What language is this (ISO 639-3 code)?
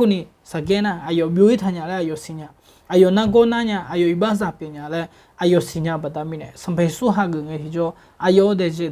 ahk